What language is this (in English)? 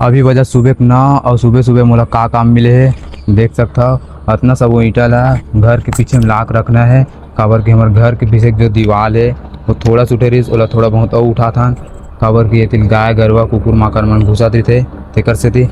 Chhattisgarhi